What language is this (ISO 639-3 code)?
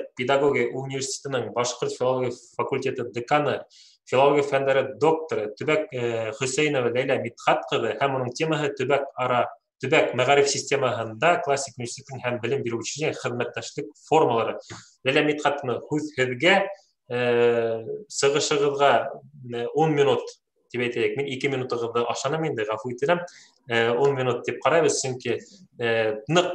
bak